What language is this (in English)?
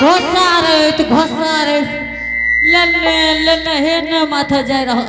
Angika